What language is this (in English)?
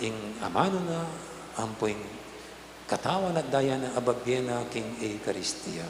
Pampanga